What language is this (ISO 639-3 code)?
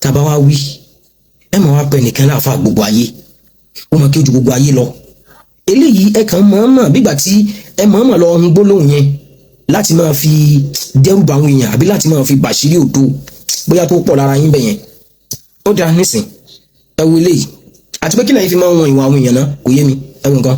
yor